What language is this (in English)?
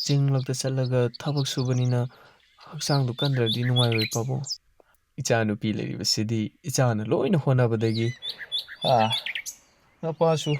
Manipuri